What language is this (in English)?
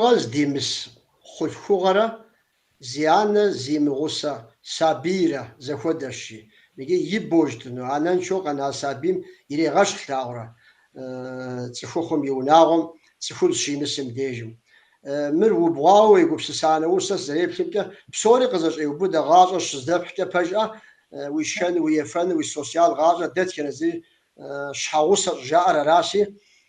Kabardian